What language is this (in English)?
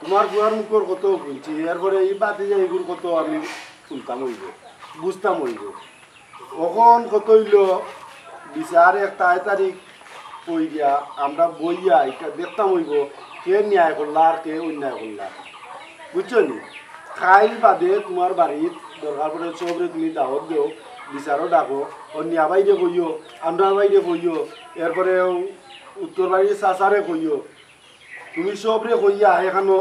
Sylheti